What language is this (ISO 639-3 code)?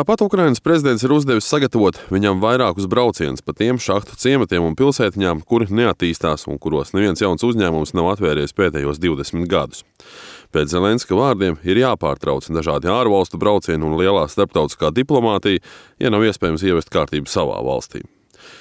lav